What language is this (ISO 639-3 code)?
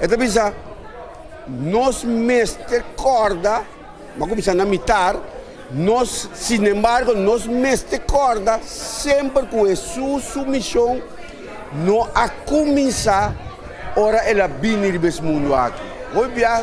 pap